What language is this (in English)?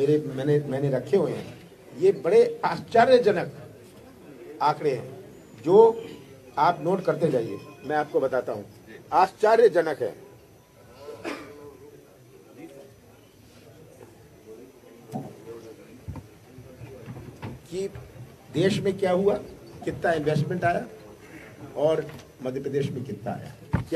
Hindi